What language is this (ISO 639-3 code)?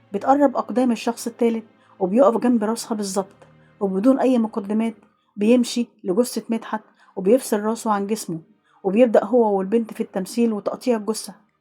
arz